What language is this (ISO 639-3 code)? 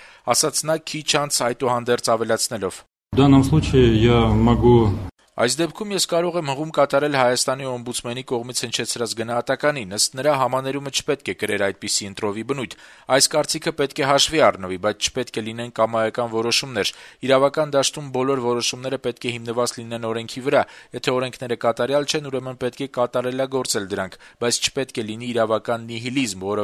hye